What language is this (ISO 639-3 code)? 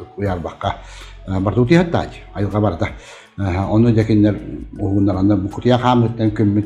sah